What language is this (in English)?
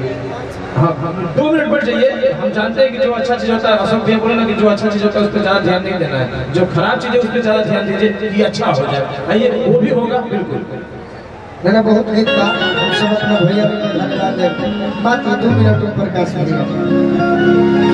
Bhojpuri